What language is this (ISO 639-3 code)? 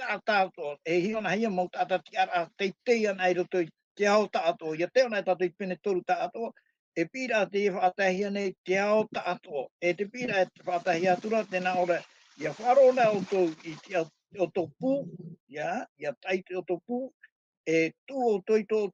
tah